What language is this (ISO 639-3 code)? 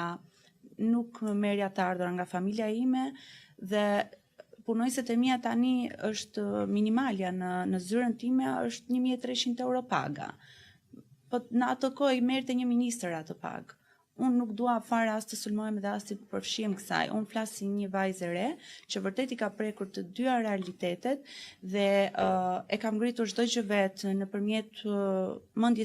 sqi